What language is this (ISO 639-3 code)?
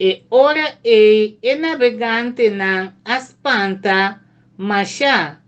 pap